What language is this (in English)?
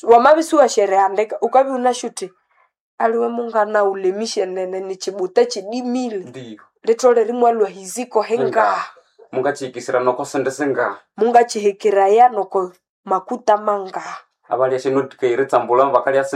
Nande